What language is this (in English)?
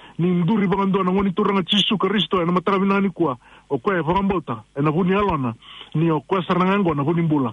Fijian